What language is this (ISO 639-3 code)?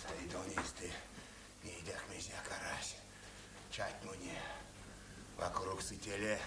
myv